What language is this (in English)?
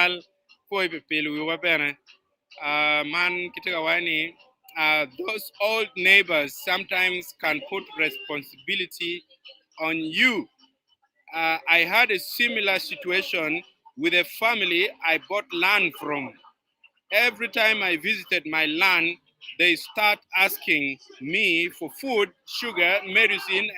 Acoli